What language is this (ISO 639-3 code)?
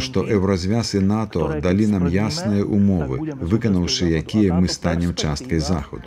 bel